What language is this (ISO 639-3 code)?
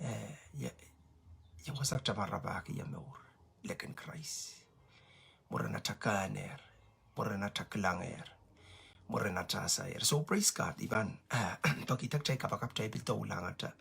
pon